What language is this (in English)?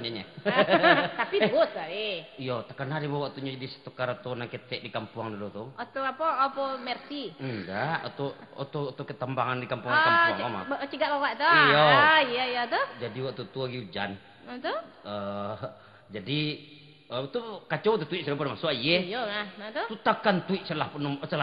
Minangkabau